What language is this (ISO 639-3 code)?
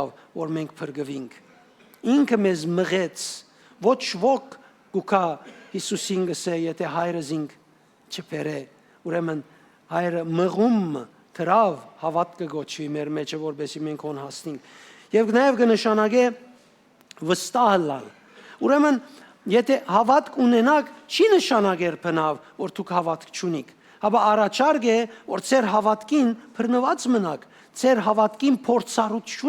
hyw